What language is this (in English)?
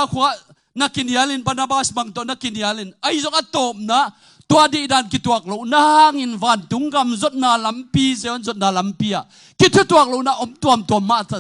Tedim Chin